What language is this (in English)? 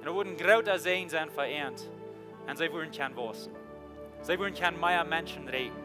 Plautdietsch